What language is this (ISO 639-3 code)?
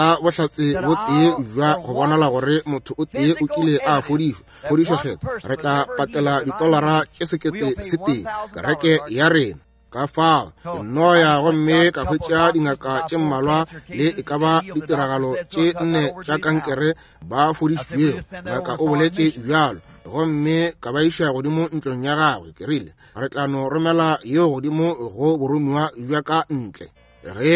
nso